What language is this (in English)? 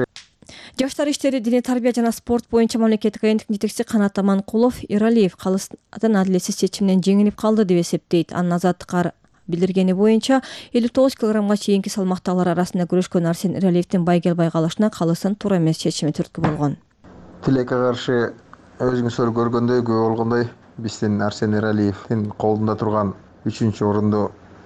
Kyrgyz